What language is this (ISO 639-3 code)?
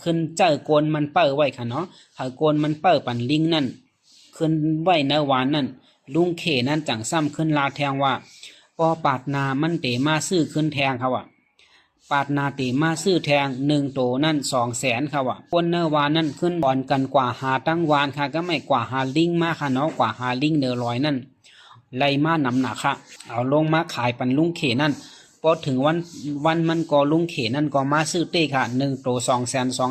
shn